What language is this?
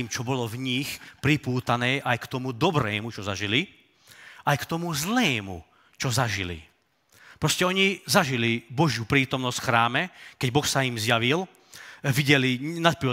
Slovak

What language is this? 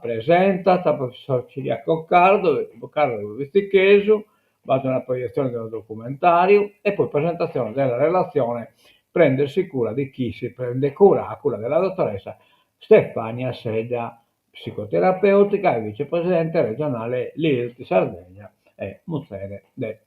Sardinian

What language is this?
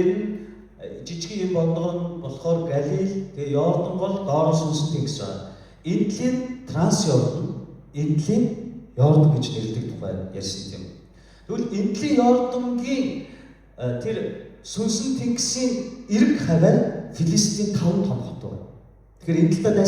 Mongolian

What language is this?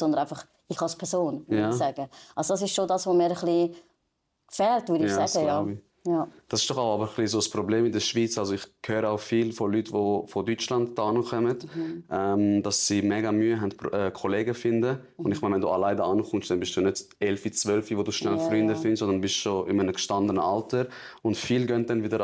Swiss German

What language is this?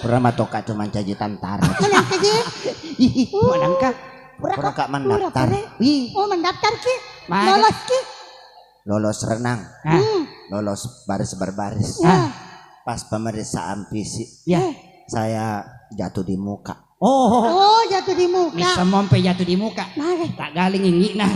Buginese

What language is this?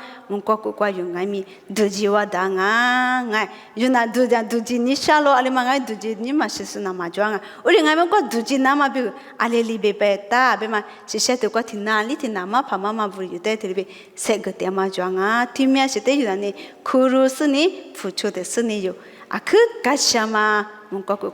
Lisu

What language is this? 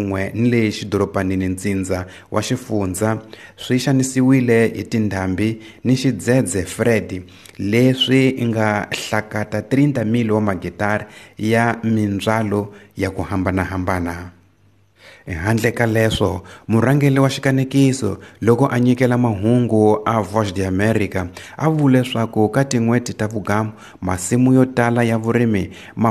Tsonga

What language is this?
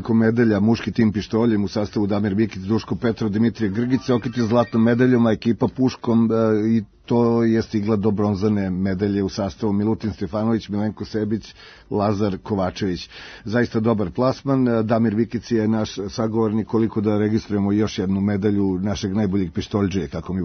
Serbian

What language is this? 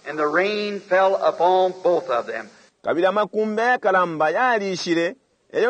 Bemba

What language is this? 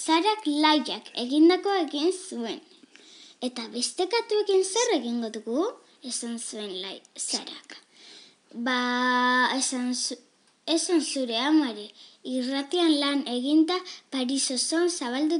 Basque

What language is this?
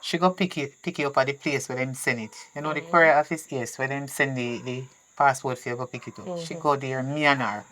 Jamaican Creole English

